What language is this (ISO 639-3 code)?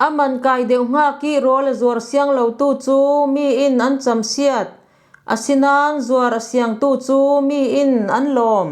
cfm